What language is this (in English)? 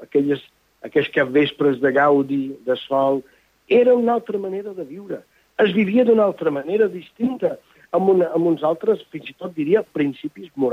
Catalan